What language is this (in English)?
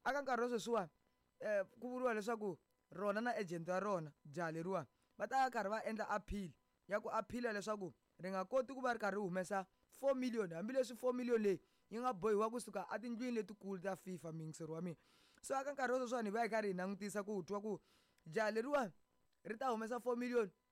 Tsonga